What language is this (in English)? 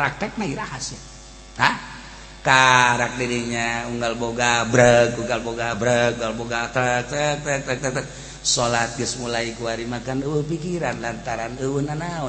Sundanese